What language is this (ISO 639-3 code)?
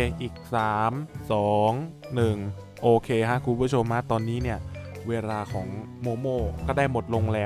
tha